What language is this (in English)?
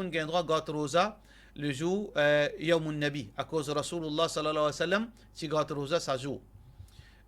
Morisyen